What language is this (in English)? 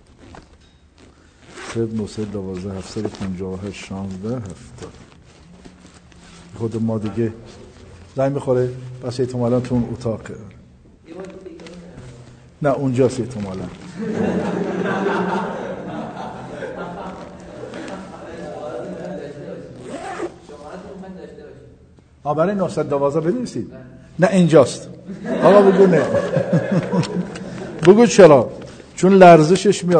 Persian